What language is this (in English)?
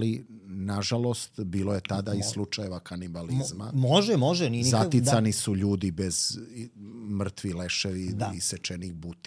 Serbian